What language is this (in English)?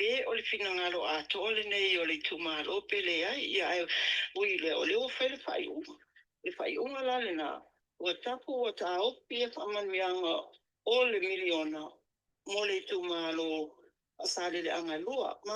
Samoan